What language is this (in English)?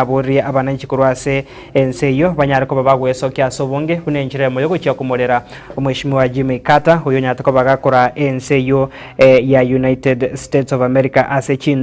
Gusii